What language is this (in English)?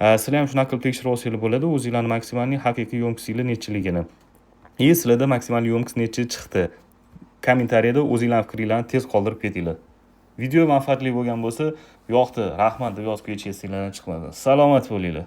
Uzbek